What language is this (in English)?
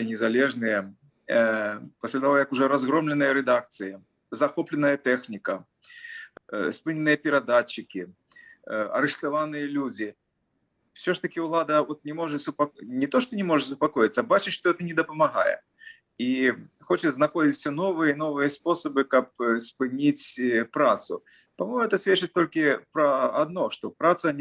Belarusian